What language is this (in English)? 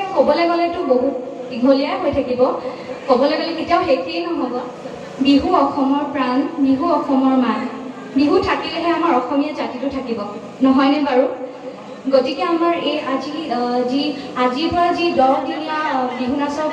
Assamese